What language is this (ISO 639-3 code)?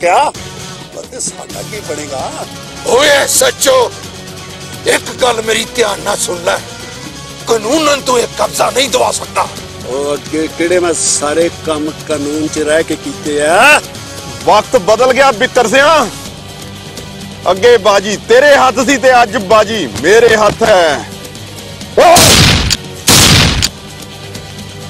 pan